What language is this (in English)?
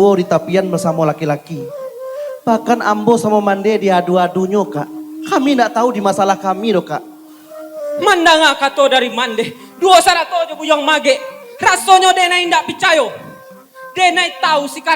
Minangkabau